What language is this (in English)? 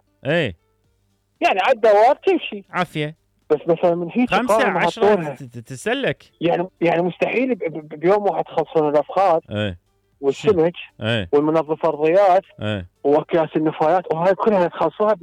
Mesopotamian Arabic